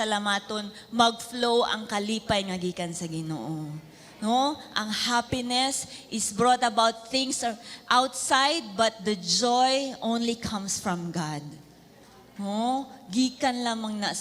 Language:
Cebuano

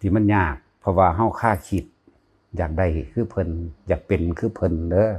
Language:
Northeastern Thai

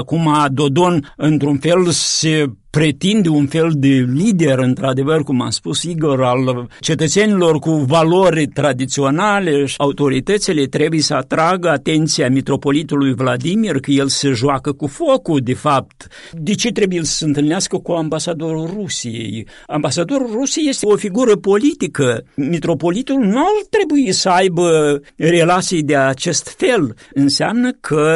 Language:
Romanian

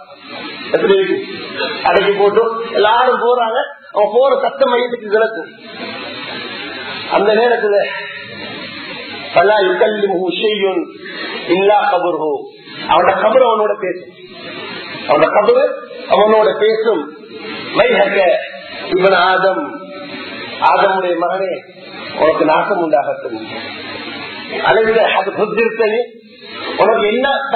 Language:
Tamil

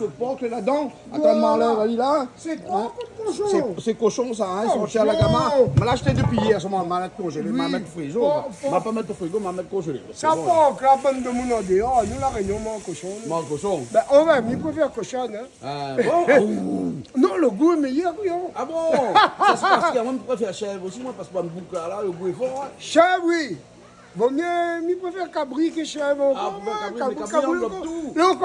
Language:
Réunion Creole French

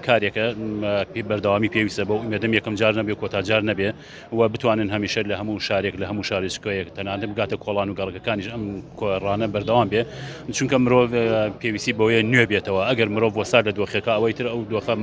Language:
Central Kurdish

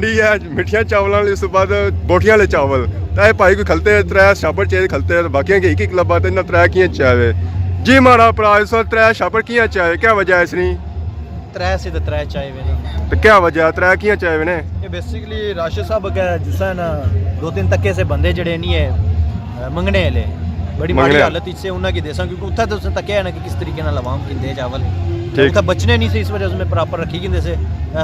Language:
Pahari-Potwari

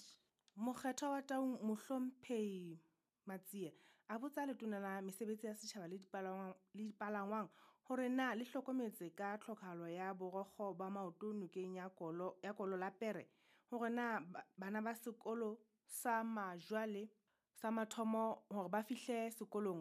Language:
Southern Sotho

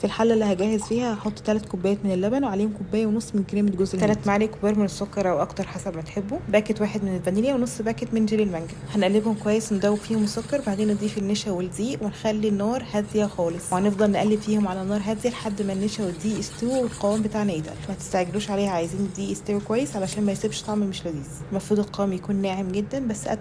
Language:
Egyptian Arabic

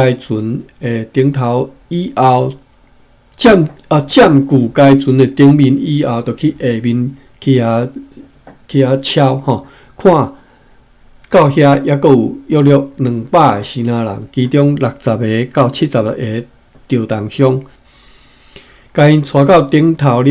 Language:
Min Nan Chinese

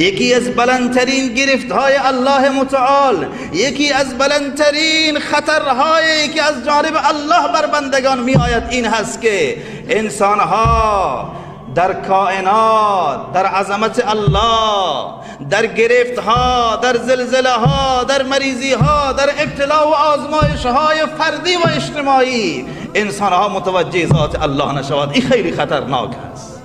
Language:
Persian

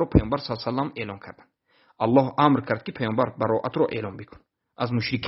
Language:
Tajik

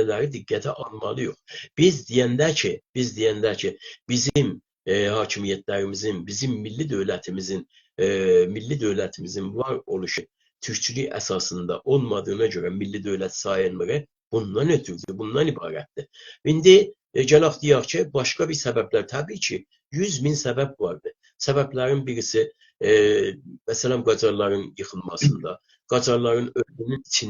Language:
South Azerbaijani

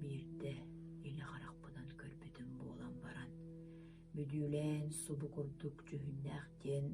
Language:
Yakut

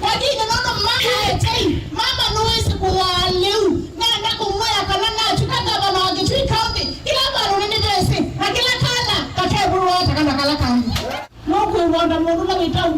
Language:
Kamba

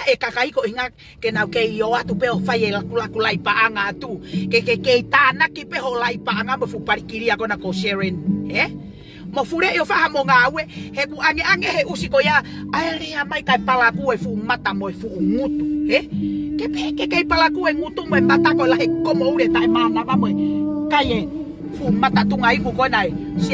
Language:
Tongan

